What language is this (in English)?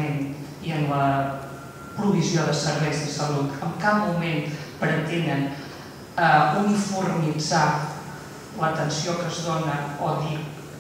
Catalan